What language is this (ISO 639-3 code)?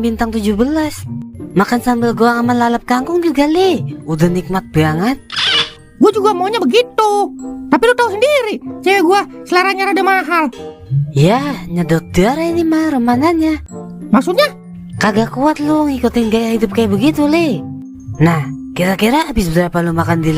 bew